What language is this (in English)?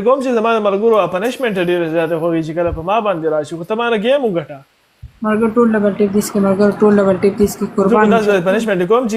Pashto